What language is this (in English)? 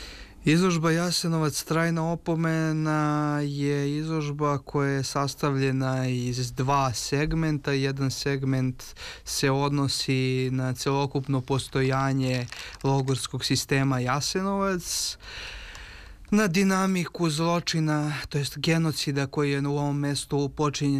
Serbian